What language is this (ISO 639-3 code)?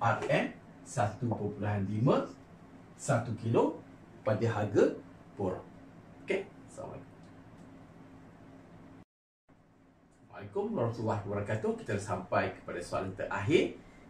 msa